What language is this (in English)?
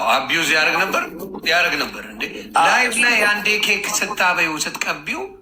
Amharic